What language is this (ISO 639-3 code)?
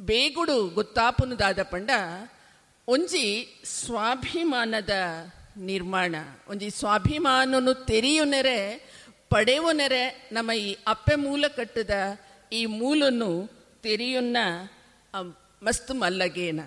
tcy